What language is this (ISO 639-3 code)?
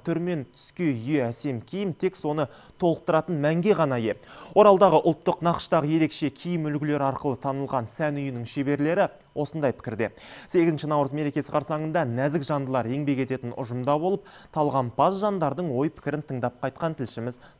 kaz